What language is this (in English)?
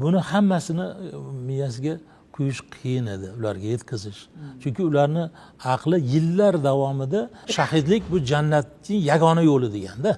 Uzbek